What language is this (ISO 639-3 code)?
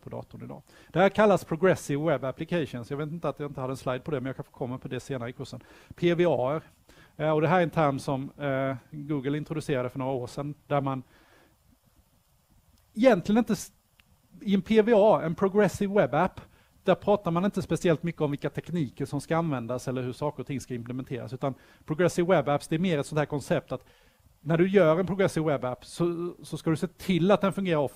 swe